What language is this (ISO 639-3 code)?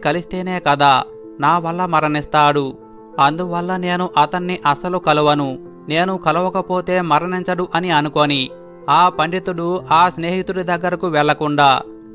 tel